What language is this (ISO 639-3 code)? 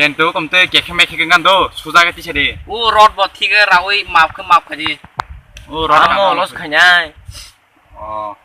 trp